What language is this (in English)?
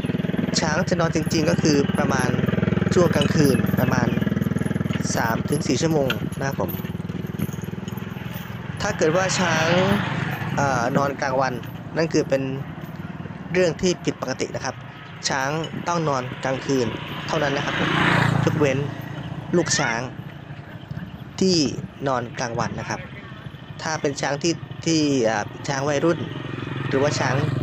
Thai